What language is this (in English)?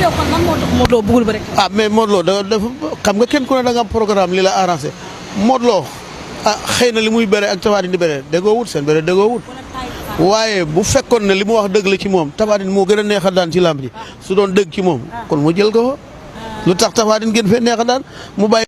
Wolof